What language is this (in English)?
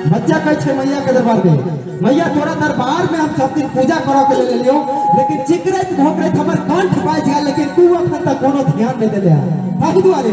Maithili